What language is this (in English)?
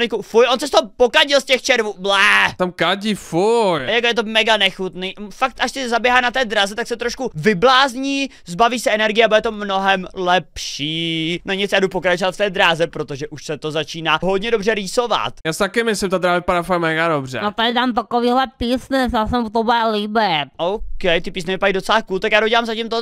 Czech